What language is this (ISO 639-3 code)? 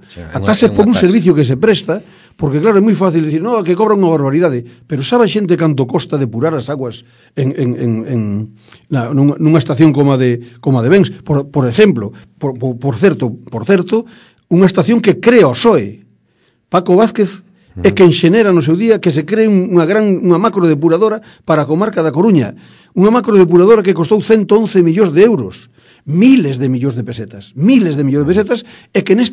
glg